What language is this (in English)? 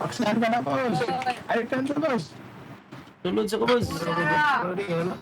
Cebuano